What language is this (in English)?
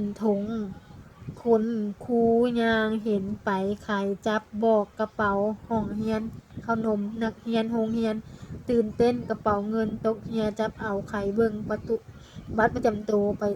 Lao